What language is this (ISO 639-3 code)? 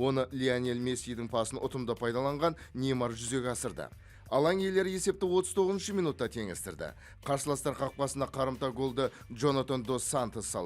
kaz